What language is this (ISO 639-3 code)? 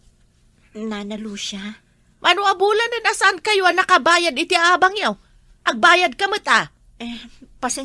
ilo